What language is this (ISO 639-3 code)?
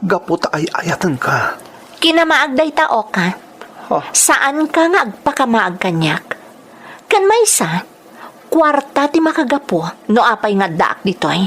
ilo